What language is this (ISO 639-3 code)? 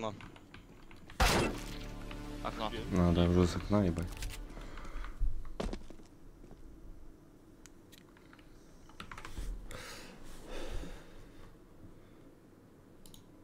rus